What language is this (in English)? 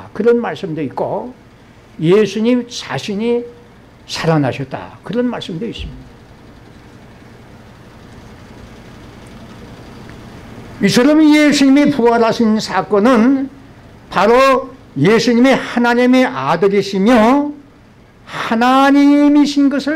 Korean